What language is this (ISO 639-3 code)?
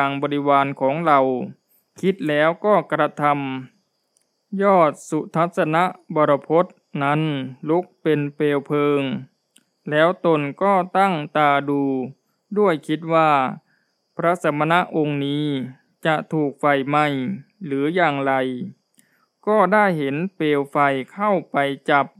tha